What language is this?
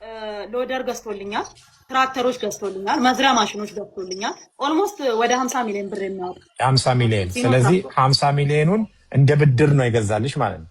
Amharic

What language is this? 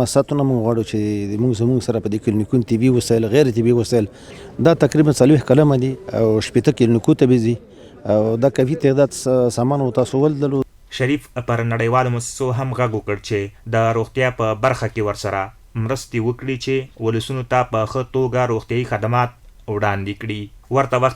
Pashto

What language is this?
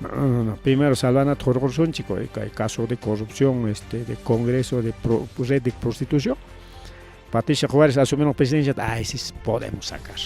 Ayacucho Quechua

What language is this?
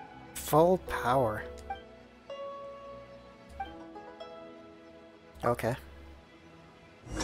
English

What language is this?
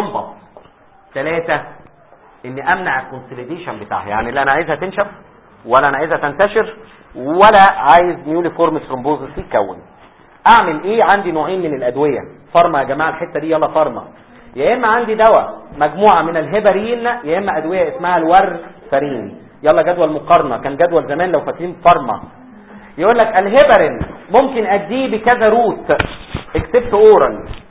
Egyptian Arabic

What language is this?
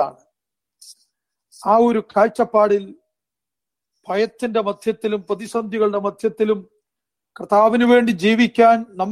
Malayalam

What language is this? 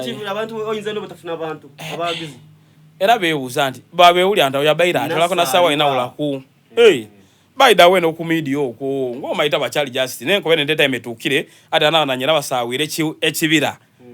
Soga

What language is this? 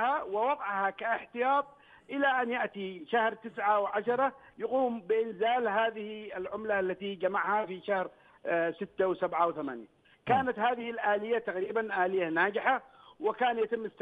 Arabic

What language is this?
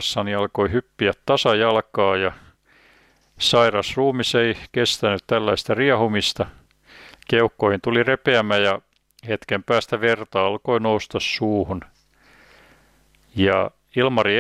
Finnish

